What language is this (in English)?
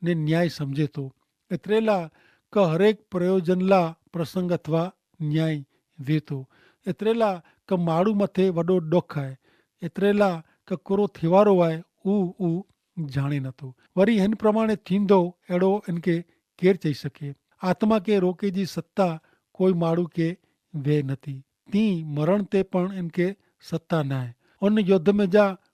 Kachhi